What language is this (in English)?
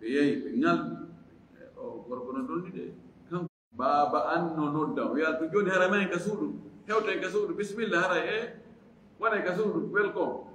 Fula